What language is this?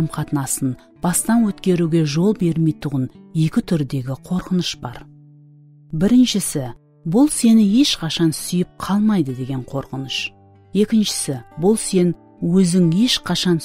Kara-Kalpak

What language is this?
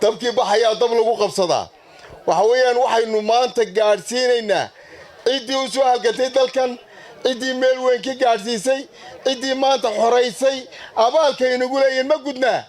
Somali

